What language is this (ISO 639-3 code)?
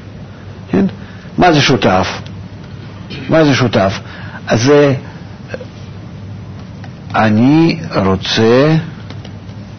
heb